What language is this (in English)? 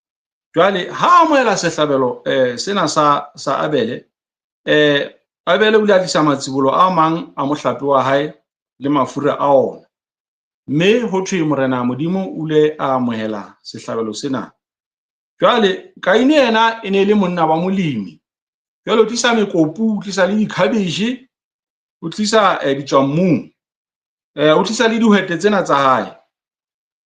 Southern Sotho